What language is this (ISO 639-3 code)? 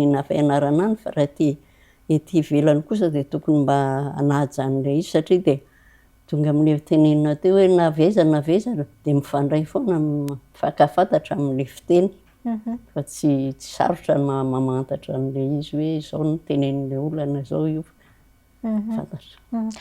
mlg